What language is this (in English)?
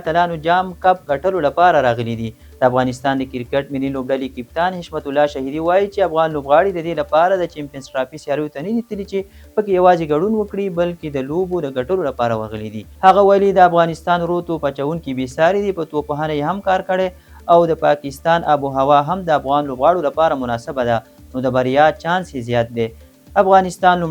Pashto